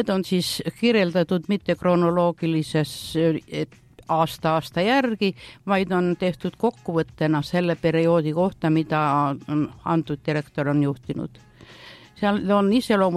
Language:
Estonian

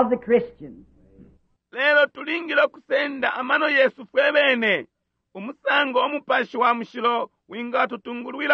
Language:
Bemba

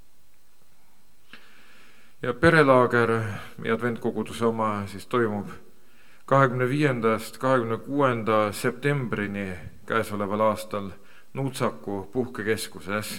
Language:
Estonian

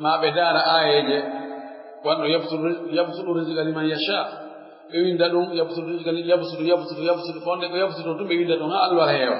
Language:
Pular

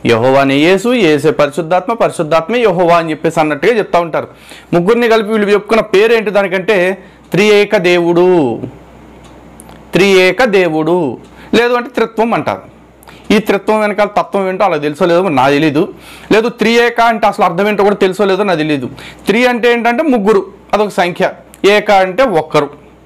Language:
Telugu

